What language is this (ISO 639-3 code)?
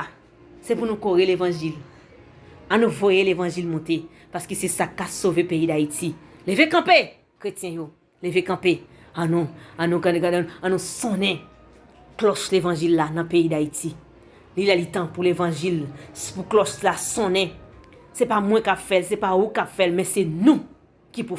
hat